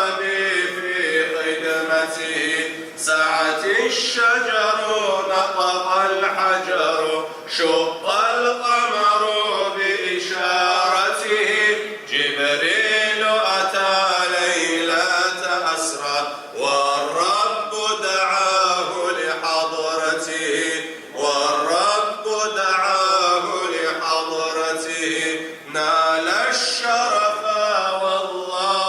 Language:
Kabardian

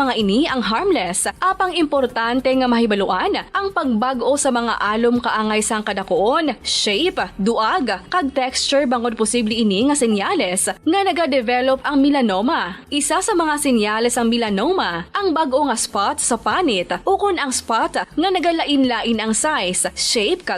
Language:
Hiligaynon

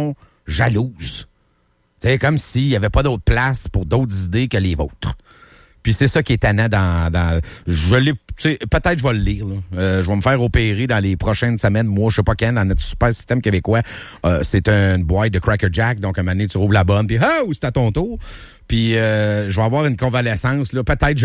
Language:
French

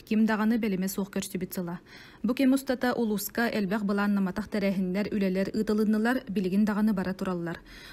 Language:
Yakut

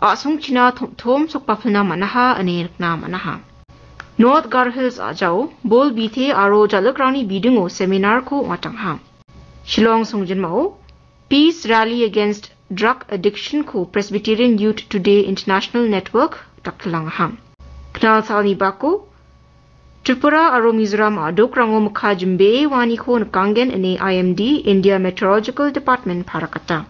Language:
Garo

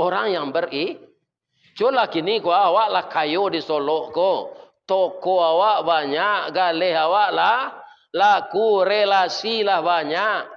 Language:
Minangkabau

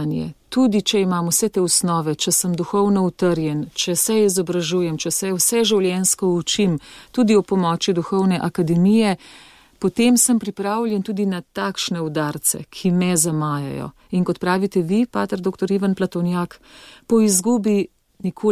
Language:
Slovenian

